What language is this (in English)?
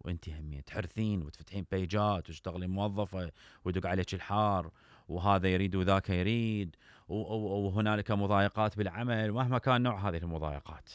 Mesopotamian Arabic